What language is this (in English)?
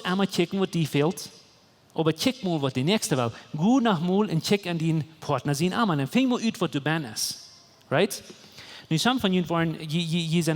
Plautdietsch